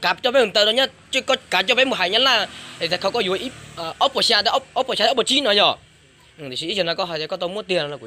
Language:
Hmong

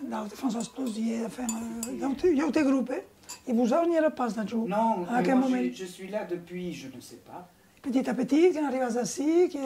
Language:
Occitan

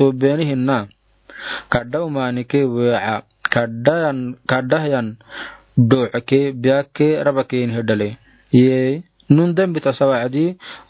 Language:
Afar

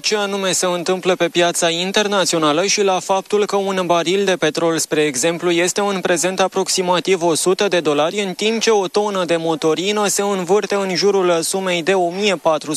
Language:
Romanian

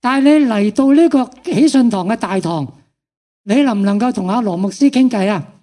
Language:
Cantonese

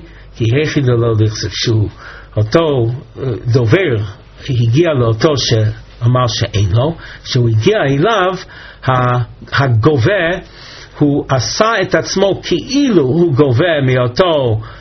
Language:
Hebrew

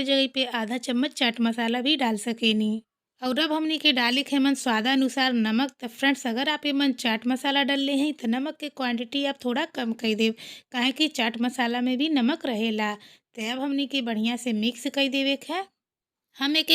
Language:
Bhojpuri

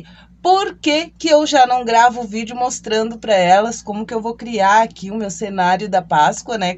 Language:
Portuguese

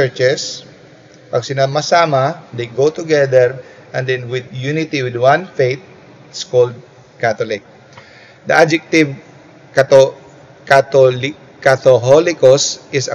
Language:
Filipino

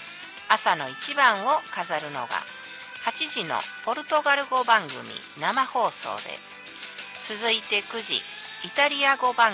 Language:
Japanese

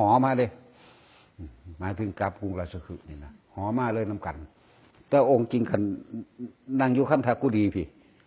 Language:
Northeastern Thai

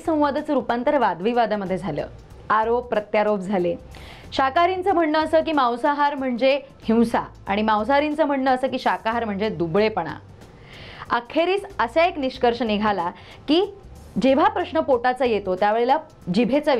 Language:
Marathi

